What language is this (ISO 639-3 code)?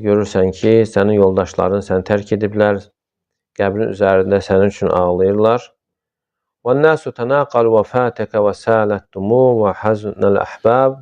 aze